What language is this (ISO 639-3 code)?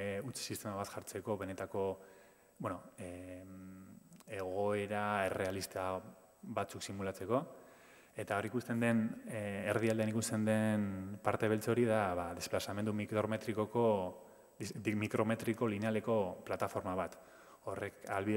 eus